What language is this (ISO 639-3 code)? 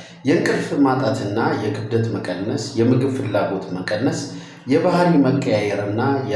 amh